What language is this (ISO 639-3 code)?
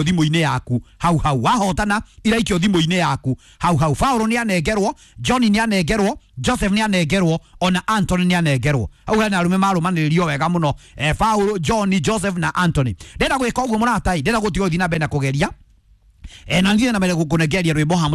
kik